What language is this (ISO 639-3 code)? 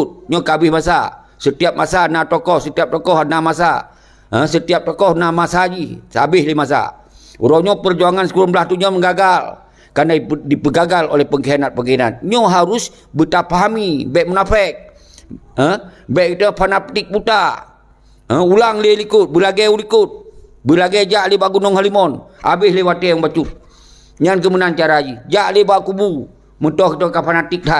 ace